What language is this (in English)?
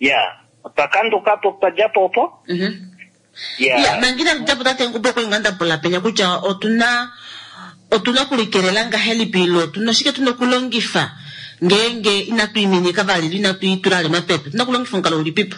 Kuanyama